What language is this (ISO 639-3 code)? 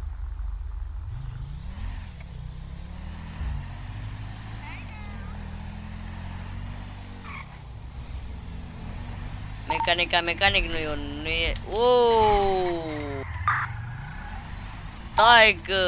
ron